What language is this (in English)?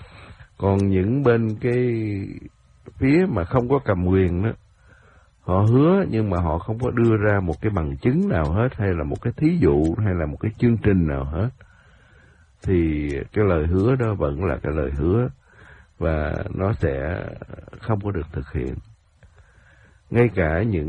Vietnamese